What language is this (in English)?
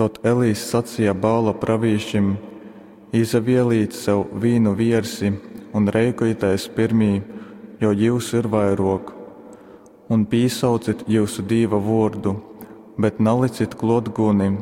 Latgalian